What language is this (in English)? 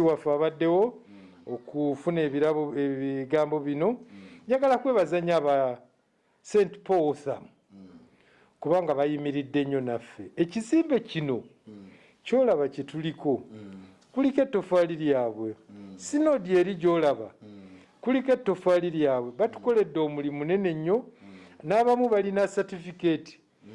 Ganda